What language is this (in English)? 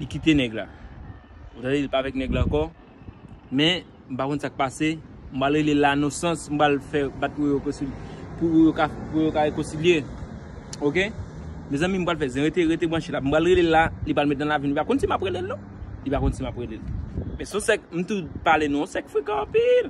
Haitian Creole